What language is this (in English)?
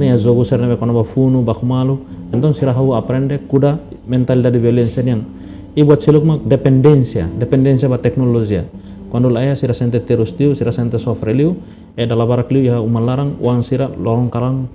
Tetum